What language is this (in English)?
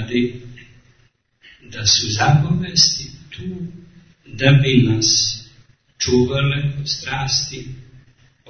Serbian